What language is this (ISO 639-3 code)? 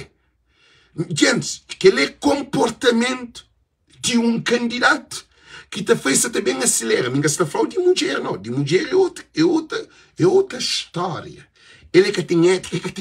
kea